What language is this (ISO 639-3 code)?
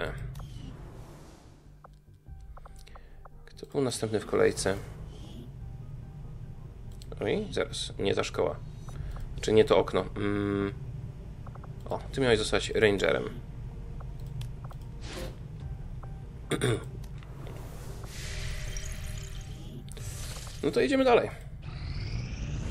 pol